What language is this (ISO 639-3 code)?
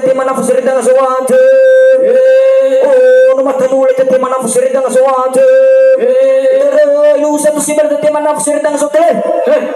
nia